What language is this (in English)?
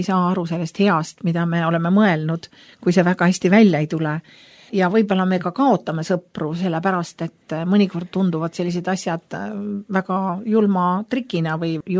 Estonian